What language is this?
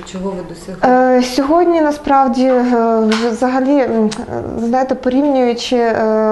Ukrainian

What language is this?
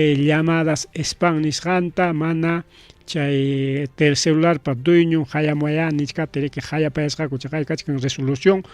Ayacucho Quechua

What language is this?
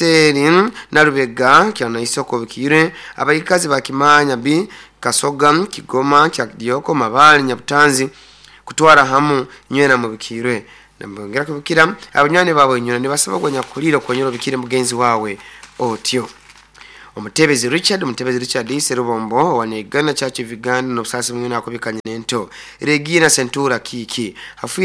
Nyoro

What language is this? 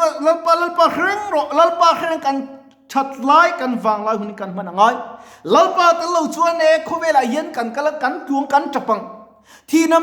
Mizo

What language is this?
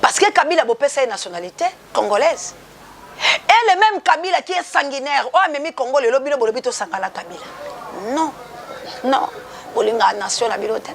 Lingala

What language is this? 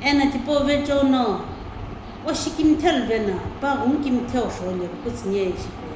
Sumi Naga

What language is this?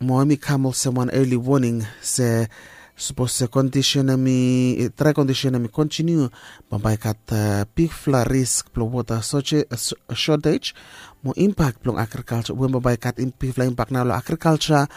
Bislama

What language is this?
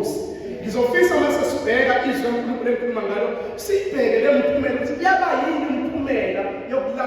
Zulu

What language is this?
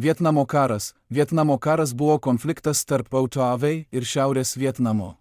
Lithuanian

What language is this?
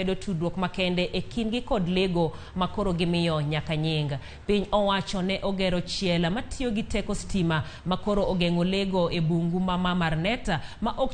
Luo (Kenya and Tanzania)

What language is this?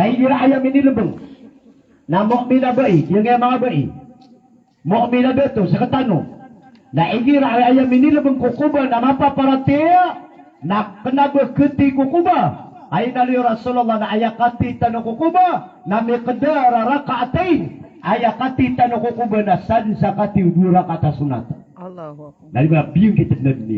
Maranao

